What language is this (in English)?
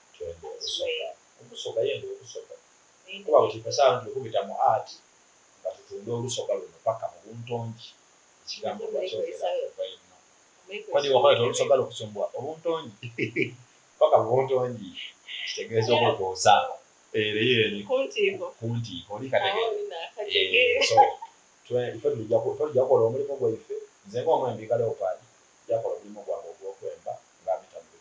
Soga